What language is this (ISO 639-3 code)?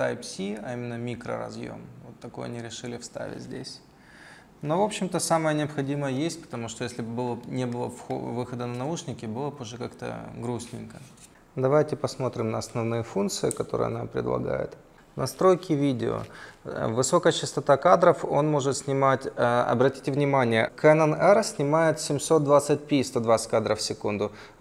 rus